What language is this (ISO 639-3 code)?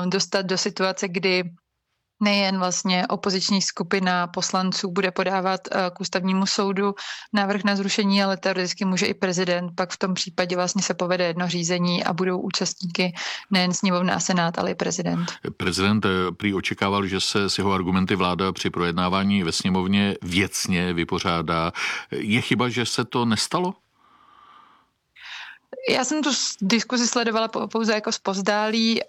ces